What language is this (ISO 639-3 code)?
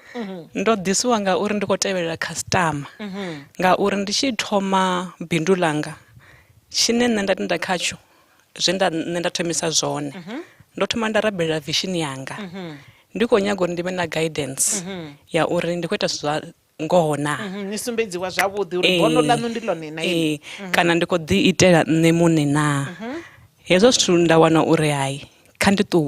ven